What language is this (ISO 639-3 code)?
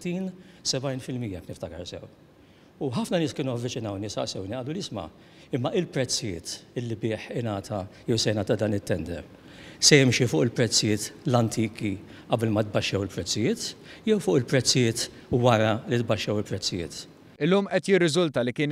mlt